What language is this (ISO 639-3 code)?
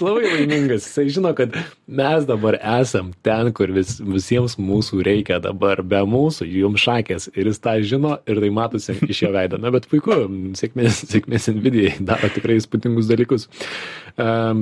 lit